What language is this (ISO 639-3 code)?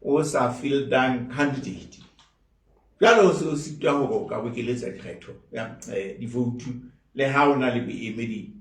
sot